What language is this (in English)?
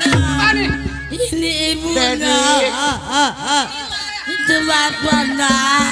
Betawi